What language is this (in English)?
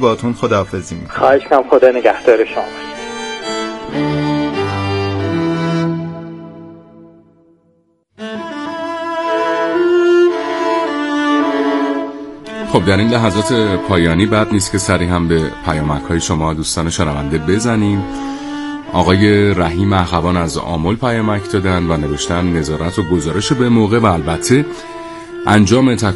Persian